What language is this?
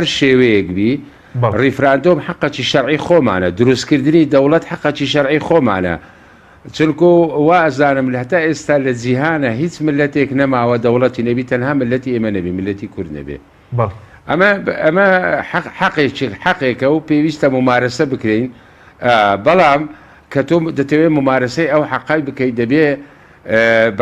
Central Kurdish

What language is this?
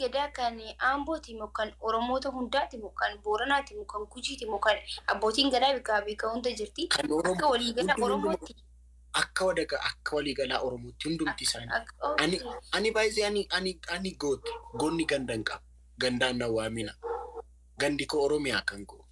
Oromo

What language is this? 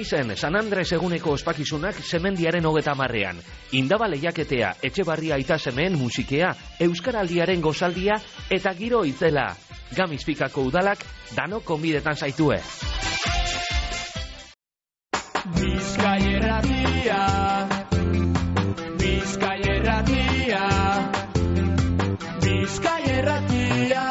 Basque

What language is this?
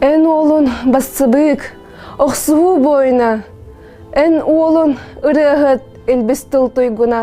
Yakut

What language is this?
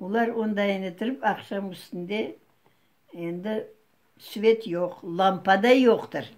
Crimean Tatar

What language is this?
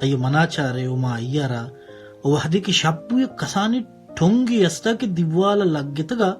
Baluchi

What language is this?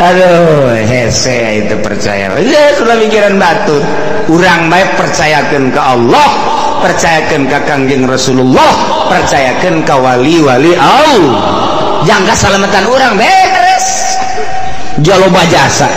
Sundanese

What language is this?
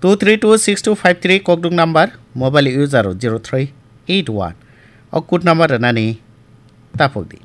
Kok Borok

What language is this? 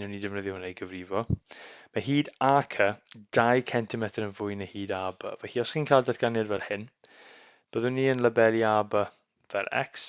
Welsh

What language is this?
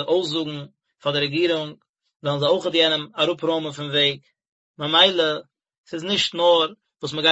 Yiddish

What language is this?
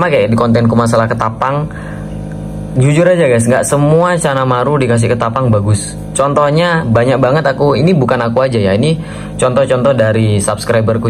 Indonesian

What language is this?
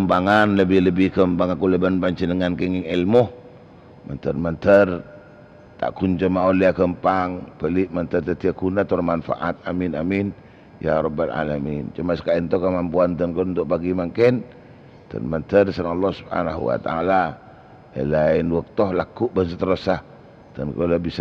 Madurese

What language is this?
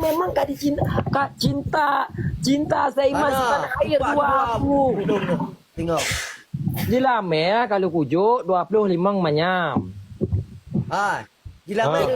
Achinese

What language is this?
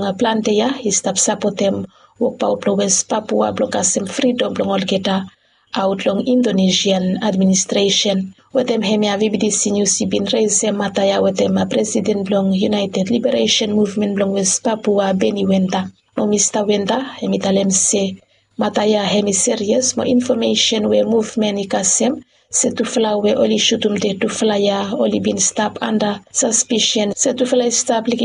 Bislama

